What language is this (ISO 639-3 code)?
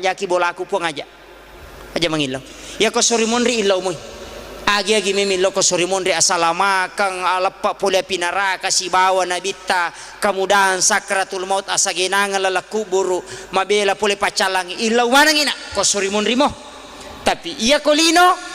bug